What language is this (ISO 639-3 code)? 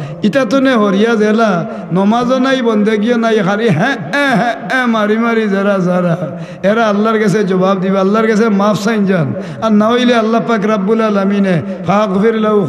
syl